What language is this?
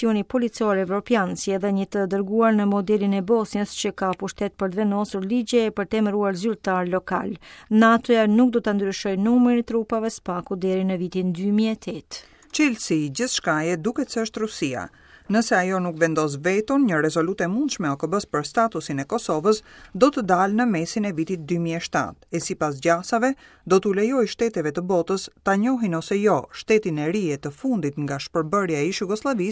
Albanian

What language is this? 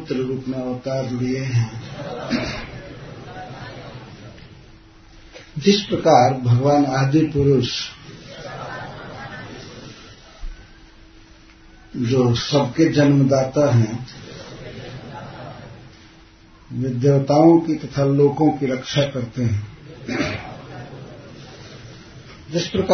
Hindi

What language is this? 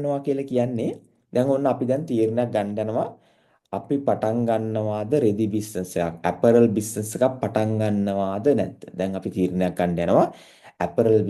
Sinhala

